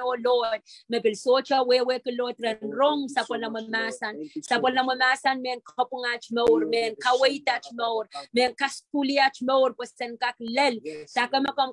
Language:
Pohnpeian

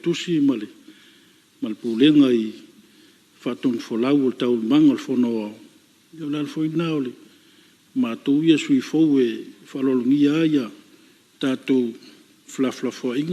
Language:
Samoan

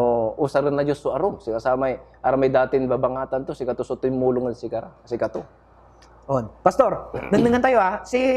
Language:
Pangasinan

